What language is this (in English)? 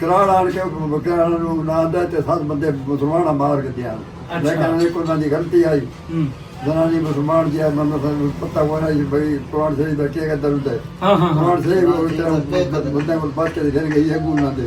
Saraiki